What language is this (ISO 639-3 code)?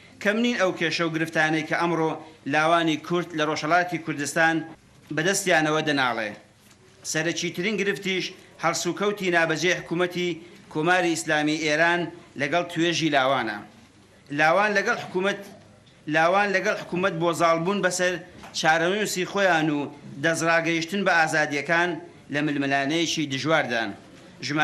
ckb